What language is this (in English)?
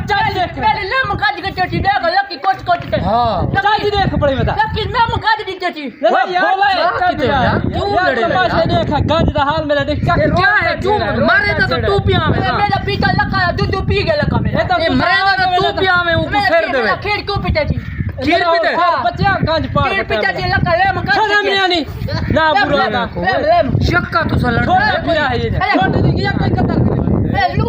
Saraiki